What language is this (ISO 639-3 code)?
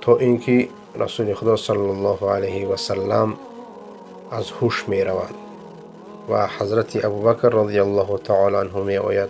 fas